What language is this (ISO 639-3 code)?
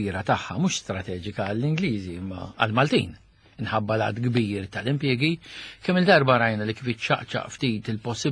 mlt